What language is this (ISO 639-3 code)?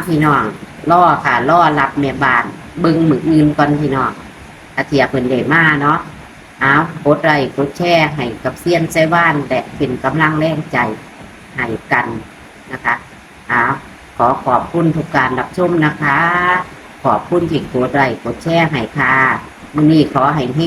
tts